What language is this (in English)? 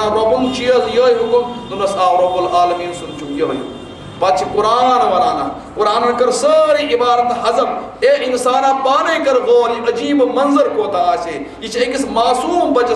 Kashmiri